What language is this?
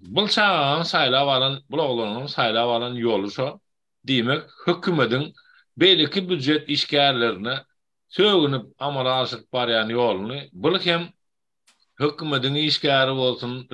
Turkmen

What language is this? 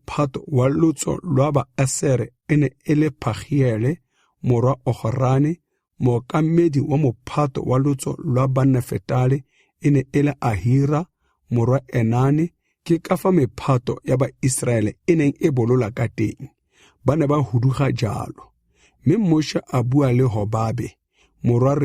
Tswana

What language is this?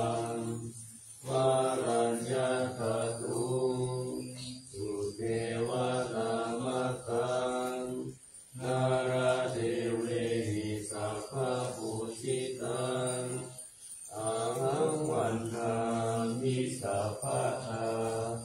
Pali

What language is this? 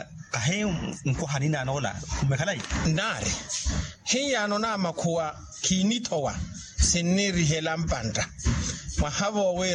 Makhuwa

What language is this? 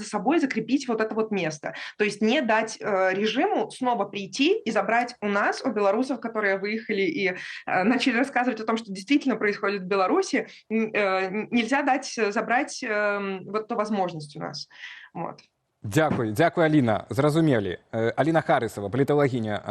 Belarusian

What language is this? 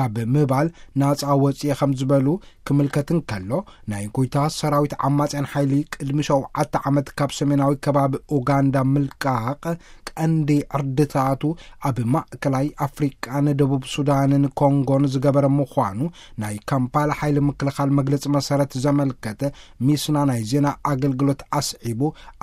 Tigrinya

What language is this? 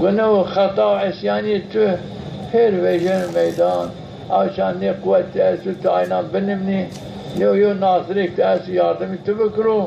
Zaza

